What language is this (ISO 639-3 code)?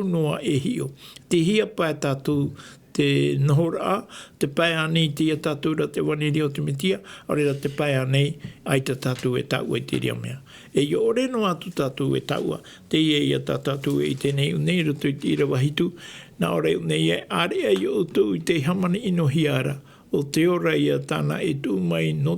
tah